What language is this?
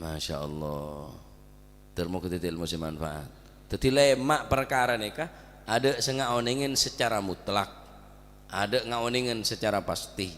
Madurese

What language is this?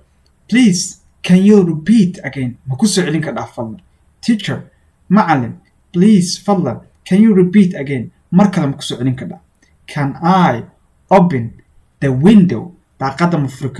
Somali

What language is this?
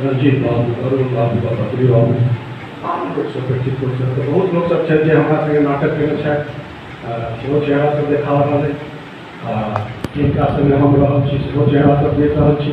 Maithili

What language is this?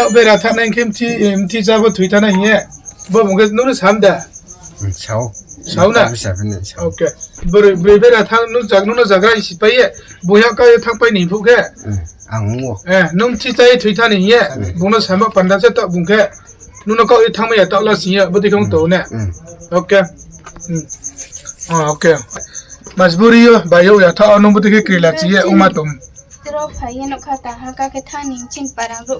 Riang (India)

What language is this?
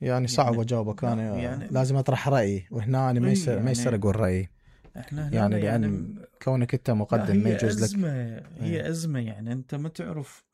Mesopotamian Arabic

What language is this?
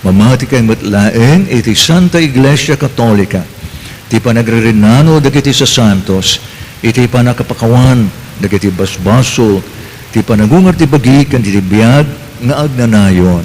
Iloko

